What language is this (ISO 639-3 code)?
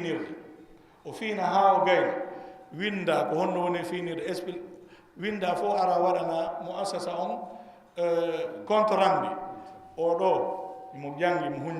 ful